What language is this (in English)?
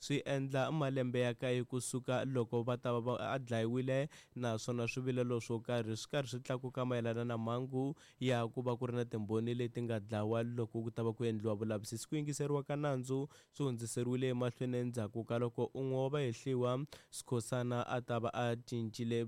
Tsonga